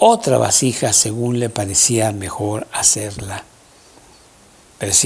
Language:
Spanish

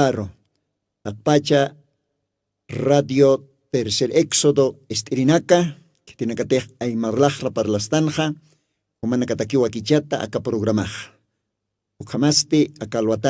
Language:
Aymara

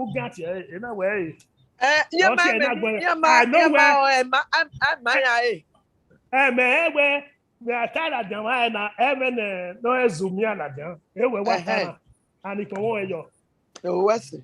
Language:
Bini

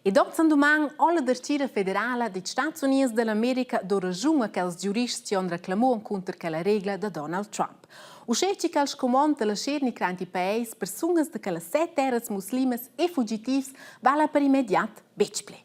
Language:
Romansh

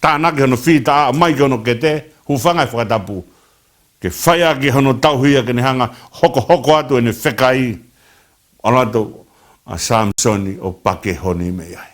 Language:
Tongan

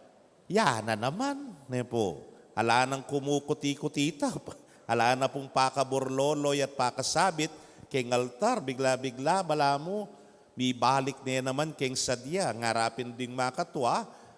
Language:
Pampanga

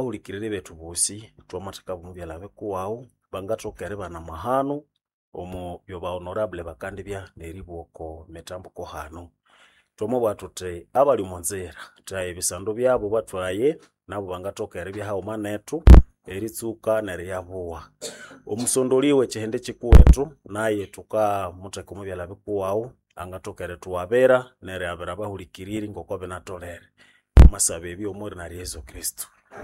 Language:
Nande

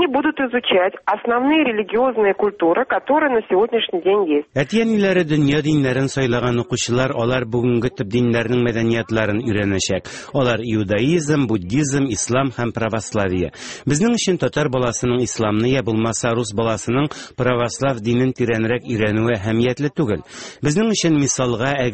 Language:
Tatar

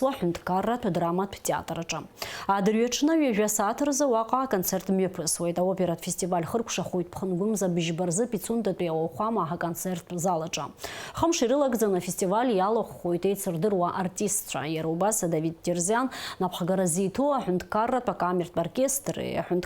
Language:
Abkhazian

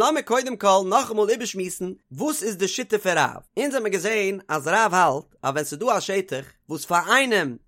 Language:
Yiddish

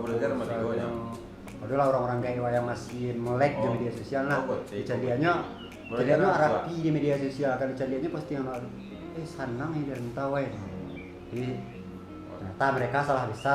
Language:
Minangkabau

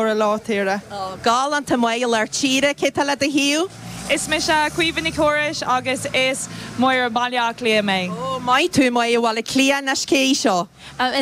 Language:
Irish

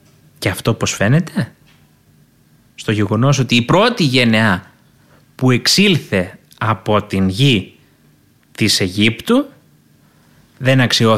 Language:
Greek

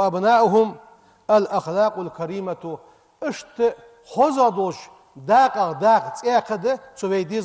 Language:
Ingush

